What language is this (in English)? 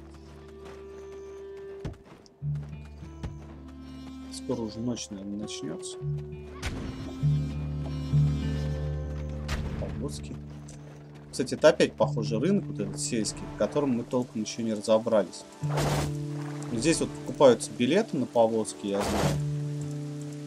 Russian